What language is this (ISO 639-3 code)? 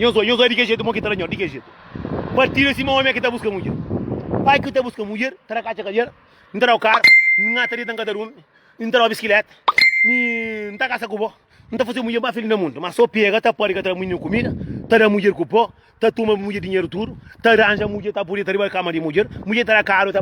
kea